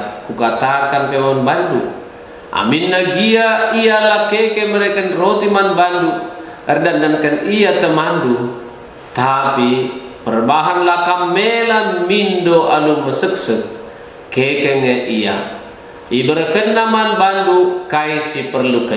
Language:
Batak Karo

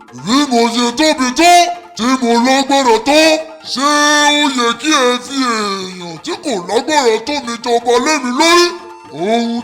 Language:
Yoruba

